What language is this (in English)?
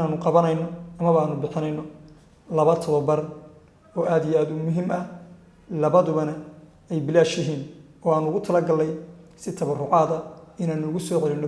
Somali